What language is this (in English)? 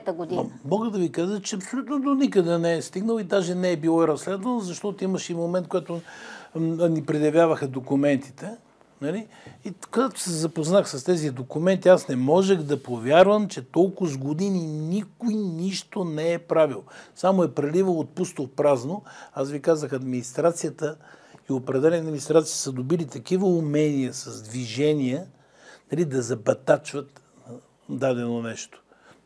Bulgarian